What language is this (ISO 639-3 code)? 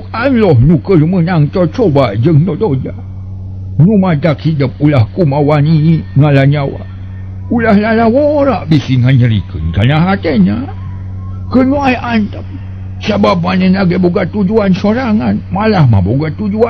sun